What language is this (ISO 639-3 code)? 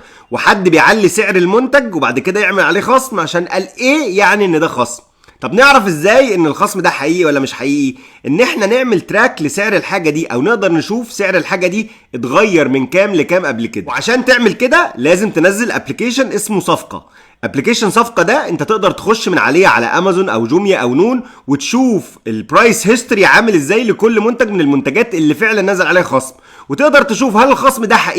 arz